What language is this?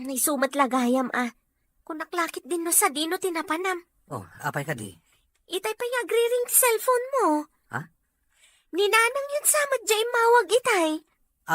Iloko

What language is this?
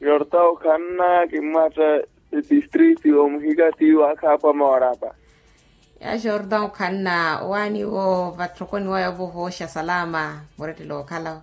Makhuwa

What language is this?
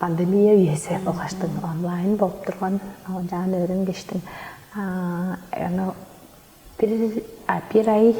Tuvinian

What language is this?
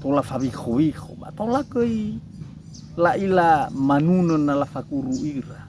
Nias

